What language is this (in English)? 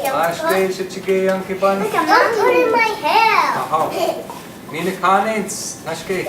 Chippewa